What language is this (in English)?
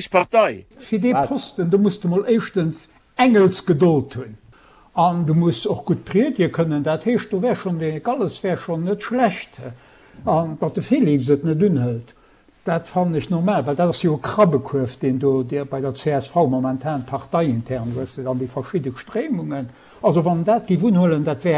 Luxembourgish